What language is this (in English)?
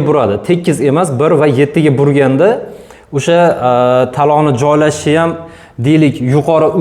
Uzbek